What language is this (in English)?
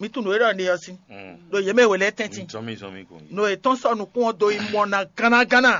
Fon